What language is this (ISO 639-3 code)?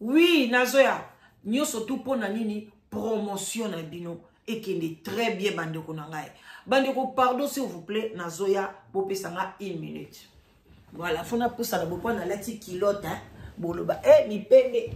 lin